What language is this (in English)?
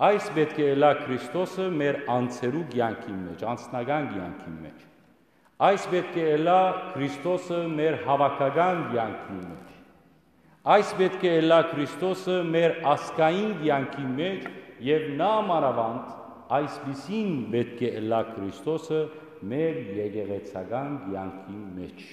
Western Armenian